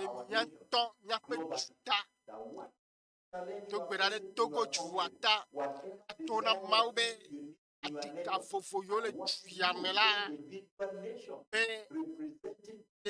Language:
Ewe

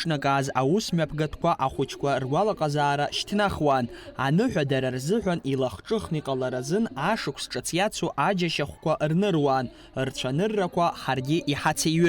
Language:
Abkhazian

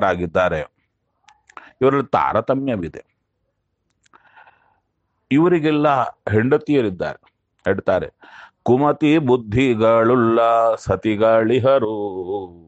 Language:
Kannada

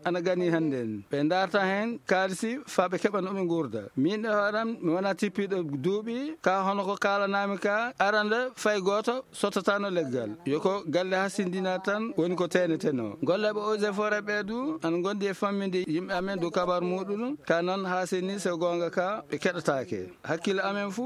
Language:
Fula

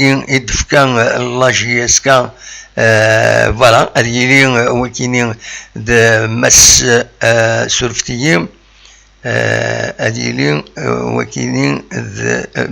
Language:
Kabyle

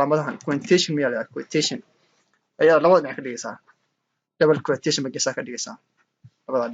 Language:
Somali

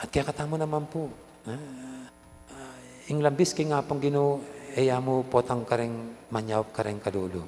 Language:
Pampanga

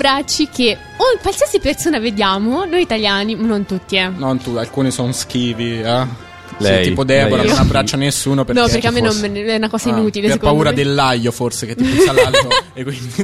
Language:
Italian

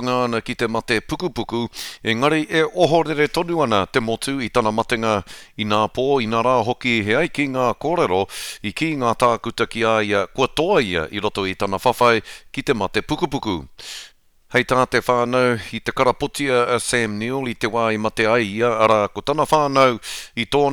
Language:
Māori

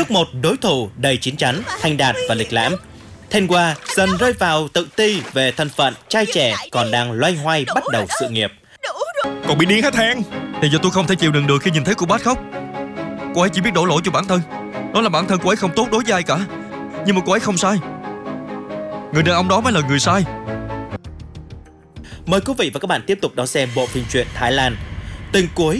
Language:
Vietnamese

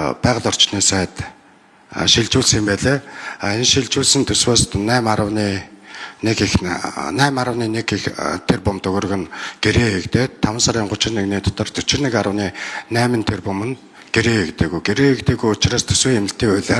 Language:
Mongolian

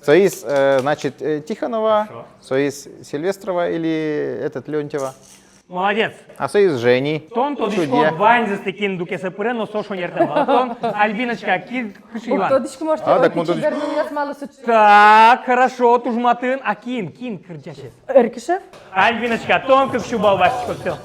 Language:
Udmurt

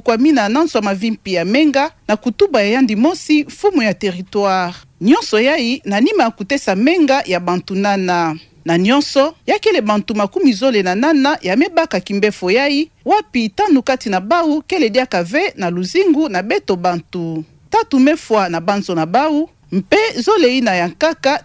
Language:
Kituba (Democratic Republic of Congo)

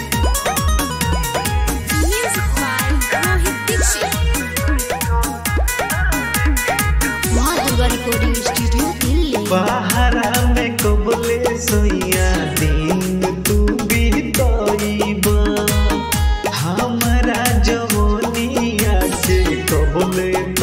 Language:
Bhojpuri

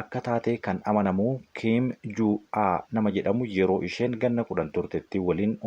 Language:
Oromo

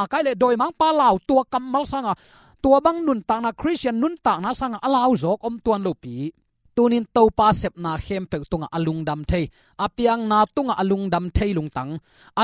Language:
Tedim Chin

